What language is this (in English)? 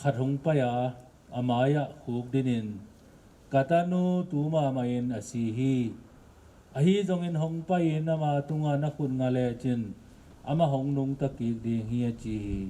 Tedim Chin